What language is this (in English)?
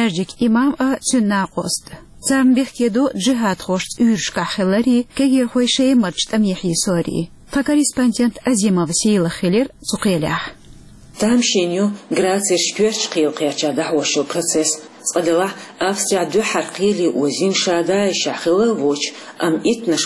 Chechen